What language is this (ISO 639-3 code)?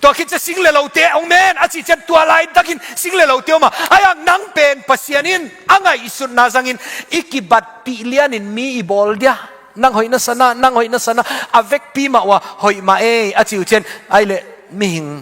ctd